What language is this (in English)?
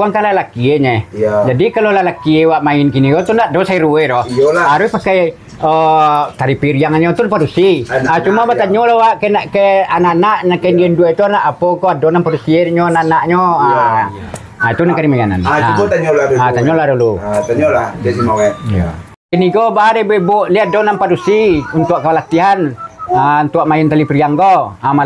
Minangkabau